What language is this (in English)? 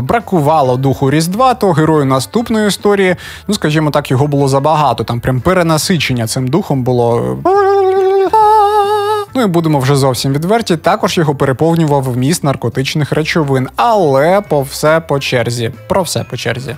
Ukrainian